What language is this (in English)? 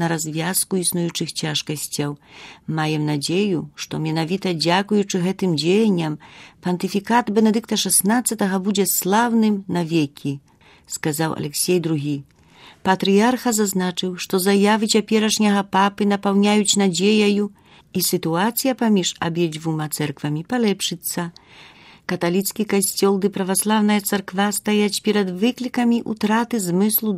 Belarusian